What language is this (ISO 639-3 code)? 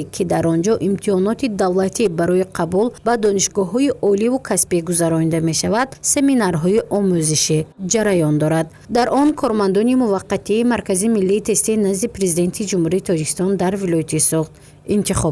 tgk